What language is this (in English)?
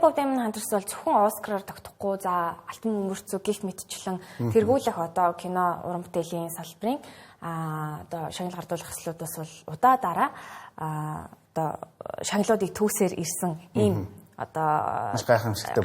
Mongolian